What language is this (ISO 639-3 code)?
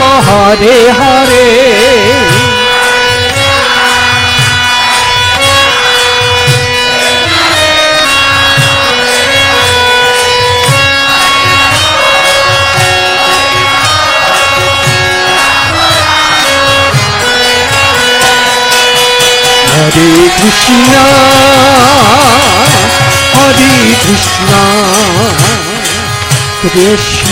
hin